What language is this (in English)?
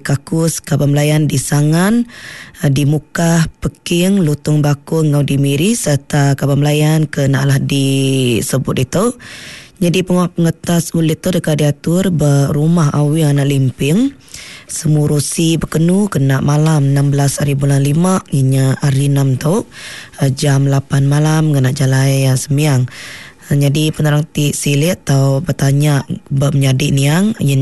Iban